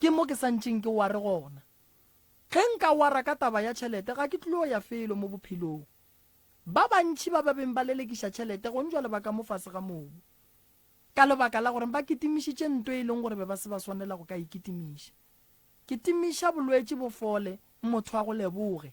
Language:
Northern Sotho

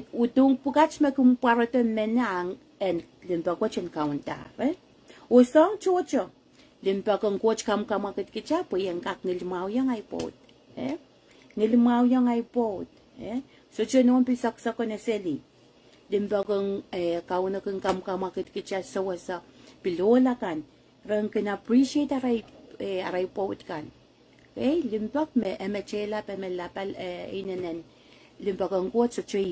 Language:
Pohnpeian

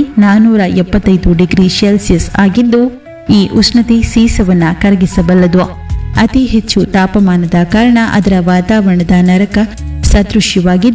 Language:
Kannada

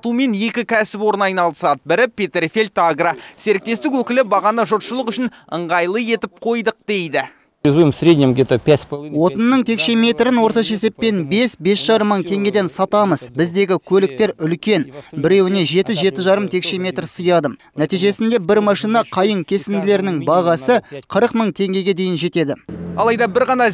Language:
Kazakh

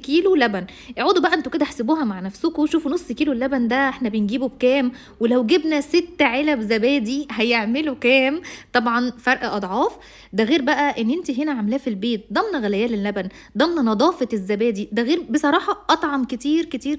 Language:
Egyptian Arabic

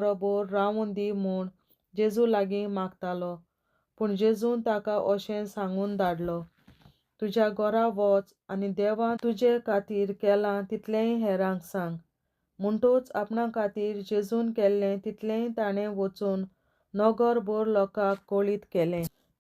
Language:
Konkani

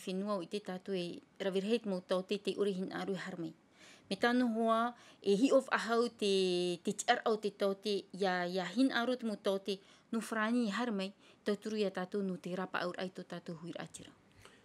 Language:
Tahitian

